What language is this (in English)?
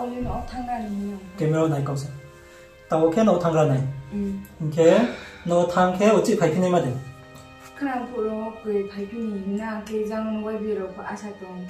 Riang (India)